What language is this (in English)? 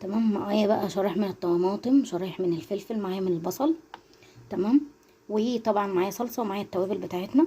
Egyptian Arabic